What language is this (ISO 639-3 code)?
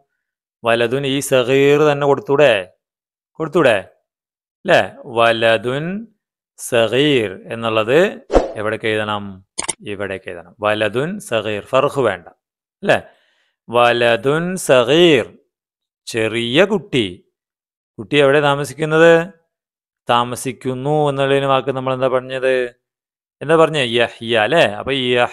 mal